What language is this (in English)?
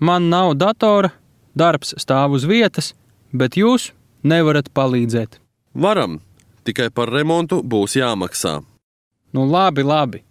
Latvian